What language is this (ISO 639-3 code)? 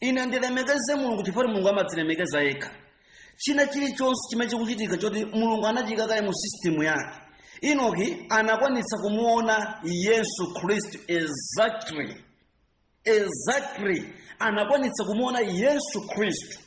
nya